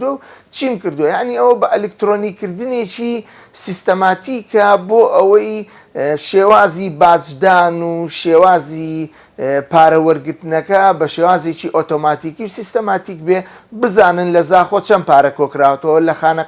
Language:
Central Kurdish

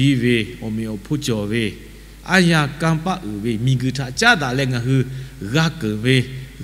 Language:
Lahu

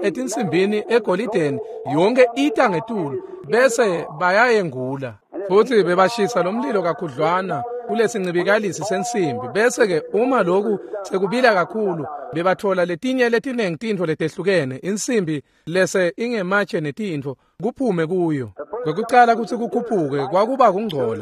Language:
Swati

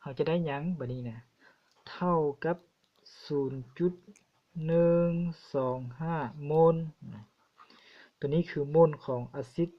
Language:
Lao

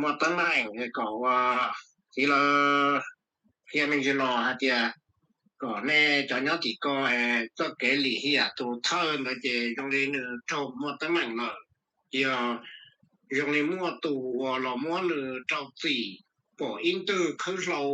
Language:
Hmong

